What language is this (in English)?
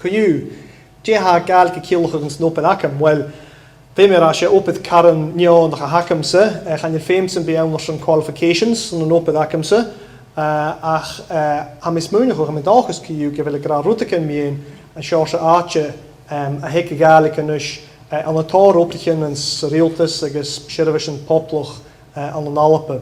Scottish Gaelic